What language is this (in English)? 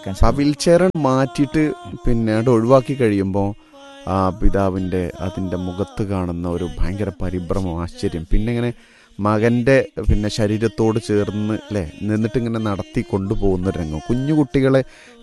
Malayalam